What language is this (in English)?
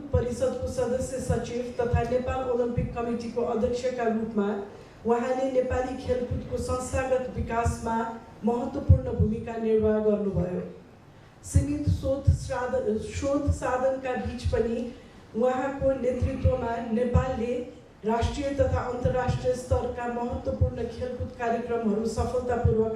Nepali